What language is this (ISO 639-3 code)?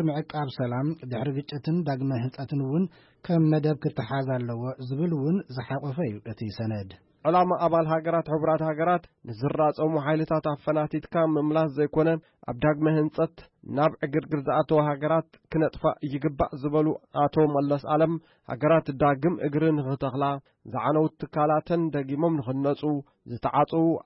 tir